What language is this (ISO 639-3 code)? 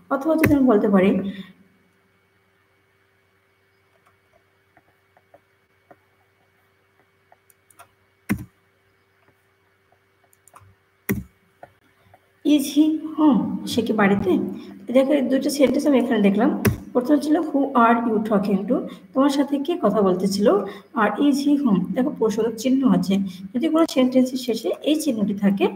ben